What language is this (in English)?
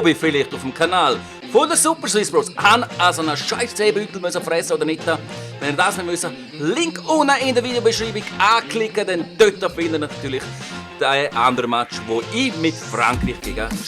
Swiss German